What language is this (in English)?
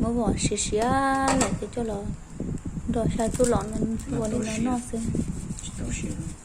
Hmong